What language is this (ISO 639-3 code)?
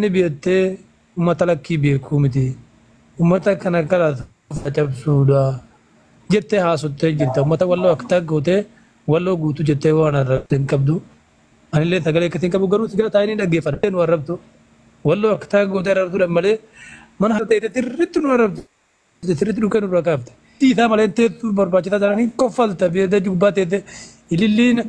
orm